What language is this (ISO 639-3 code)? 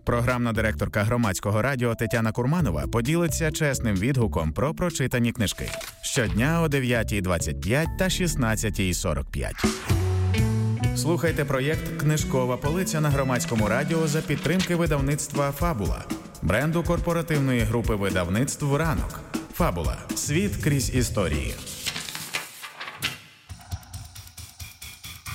ukr